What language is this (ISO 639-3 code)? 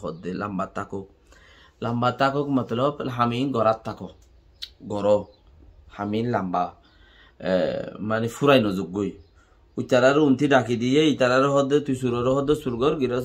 rhg